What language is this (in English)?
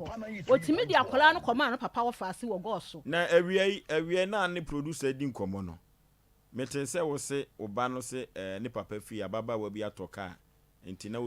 Akan